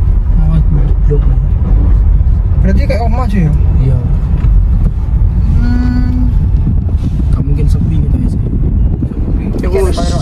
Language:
Indonesian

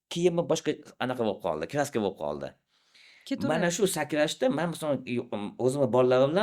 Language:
Uzbek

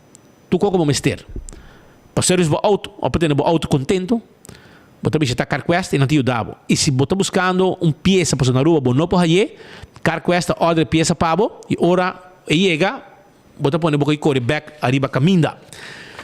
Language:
Papiamento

